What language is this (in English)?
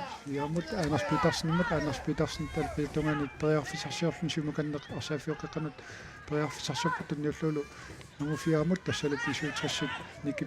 Kalaallisut